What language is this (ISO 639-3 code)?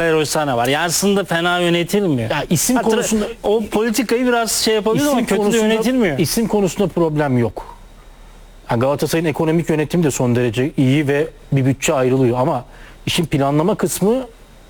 tur